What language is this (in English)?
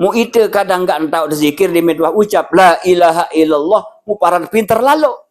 Sasak